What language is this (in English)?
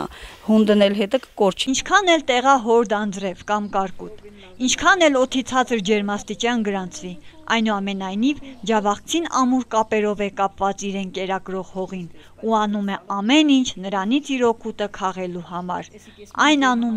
Armenian